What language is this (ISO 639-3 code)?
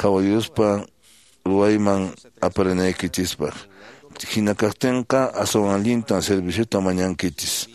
que